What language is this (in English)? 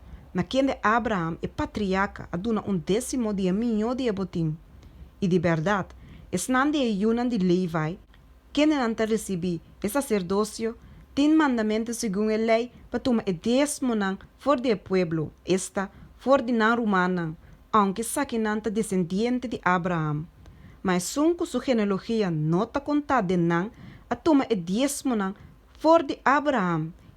Papiamento